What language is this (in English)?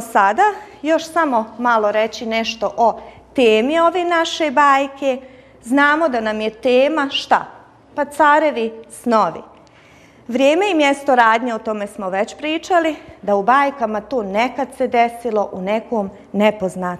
Bosnian